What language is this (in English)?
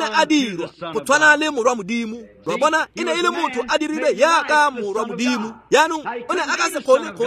Tswana